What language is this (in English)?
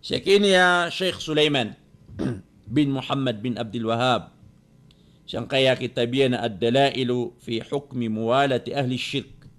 Maranao